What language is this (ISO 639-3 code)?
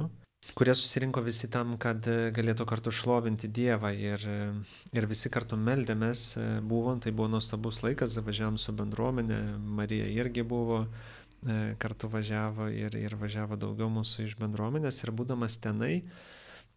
lit